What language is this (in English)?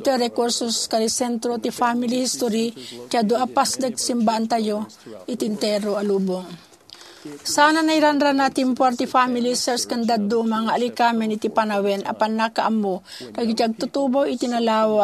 Iloko